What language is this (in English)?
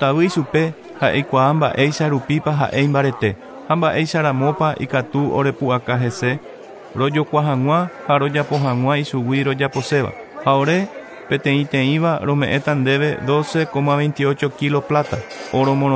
Guarani